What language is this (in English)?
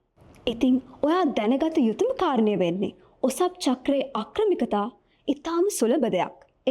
Sinhala